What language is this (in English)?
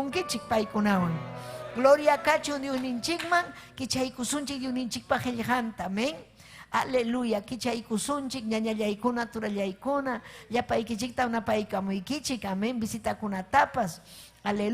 Ayacucho Quechua